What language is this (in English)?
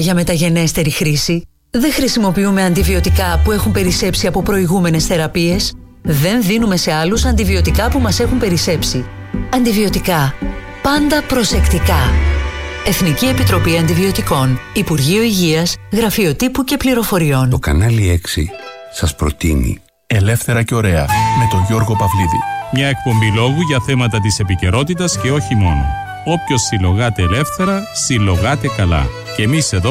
Greek